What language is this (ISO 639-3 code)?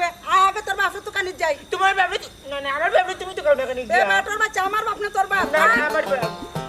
syl